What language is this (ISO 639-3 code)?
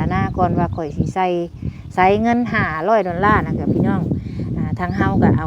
tts